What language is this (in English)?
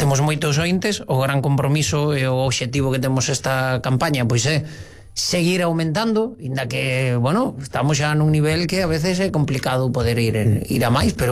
Galician